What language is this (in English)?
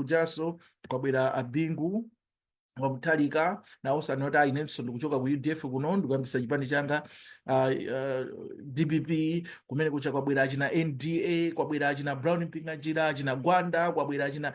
Nyanja